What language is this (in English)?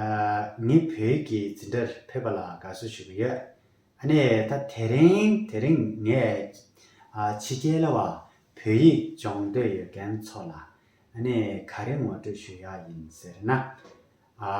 Tibetan